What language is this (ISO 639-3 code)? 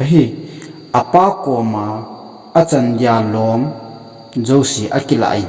tcz